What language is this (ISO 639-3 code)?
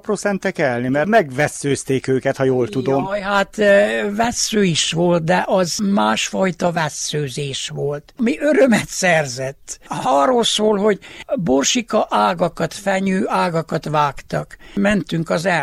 hun